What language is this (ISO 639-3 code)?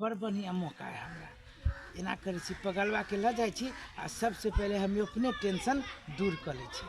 mai